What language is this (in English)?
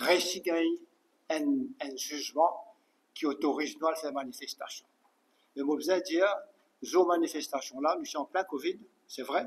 Morisyen